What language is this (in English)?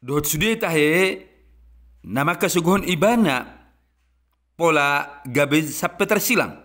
Batak Toba